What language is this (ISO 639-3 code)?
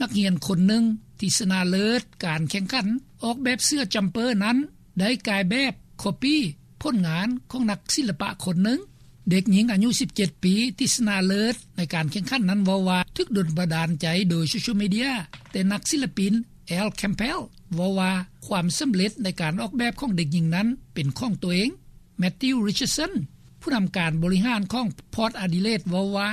lao